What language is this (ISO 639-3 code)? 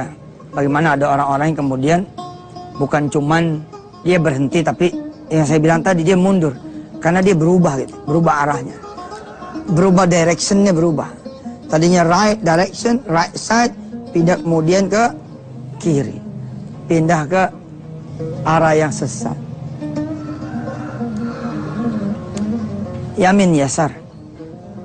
ind